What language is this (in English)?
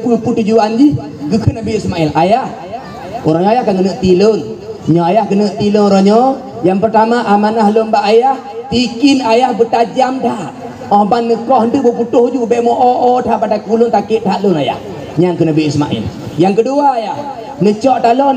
Achinese